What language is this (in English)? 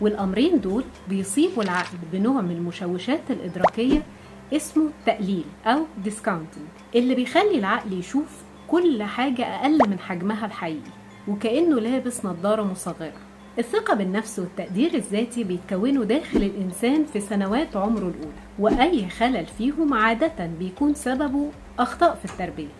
Egyptian Arabic